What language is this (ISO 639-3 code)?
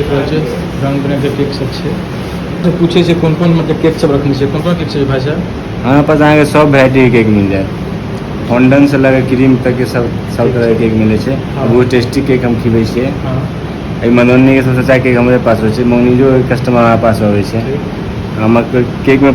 mai